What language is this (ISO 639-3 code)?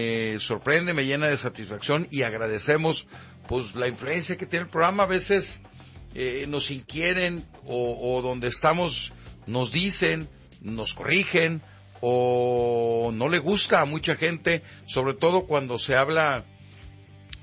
spa